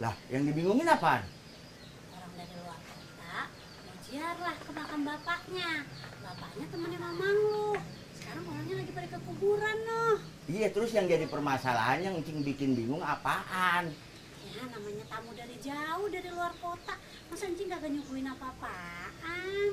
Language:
Betawi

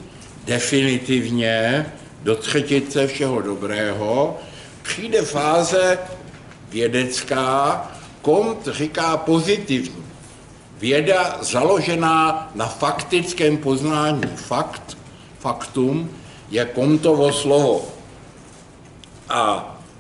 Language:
Czech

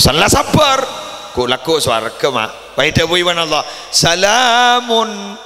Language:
Madurese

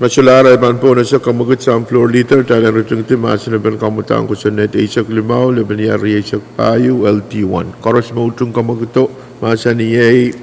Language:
Pohnpeian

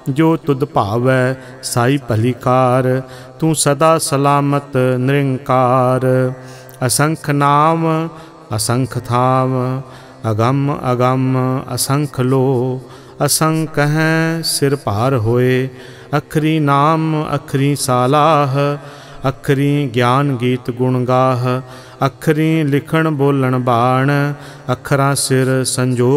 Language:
Punjabi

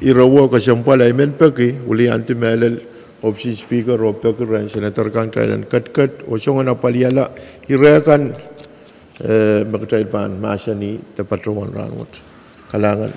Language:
Pohnpeian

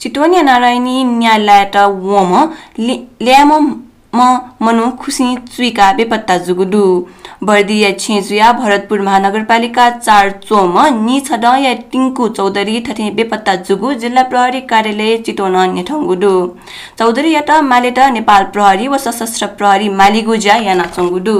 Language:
Newari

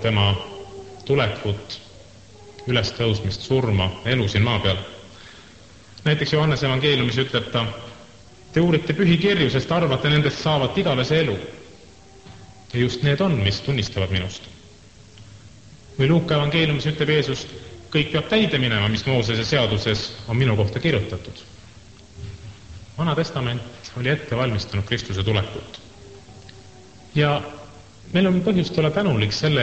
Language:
Estonian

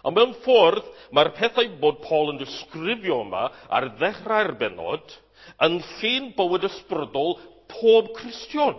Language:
Welsh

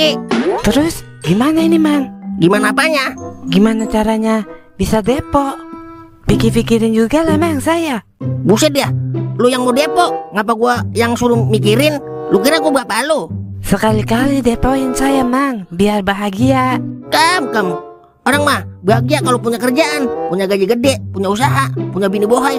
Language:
Betawi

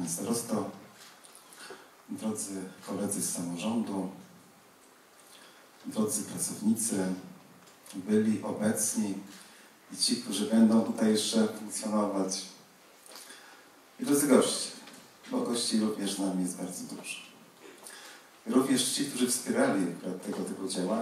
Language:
Polish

